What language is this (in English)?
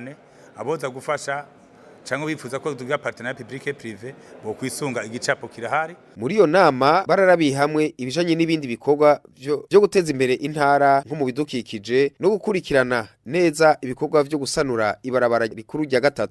Rundi